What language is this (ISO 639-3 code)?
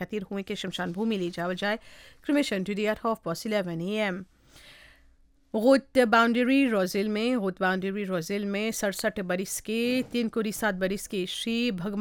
bho